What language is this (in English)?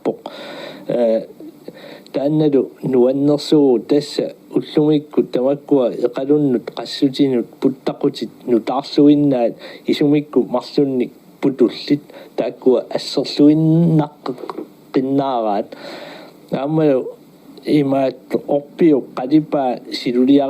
Kalaallisut